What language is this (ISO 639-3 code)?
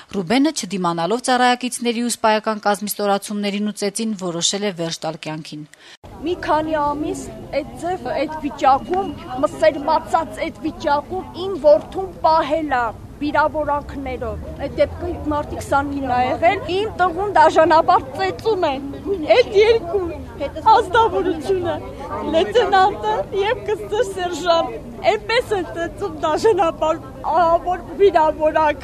hye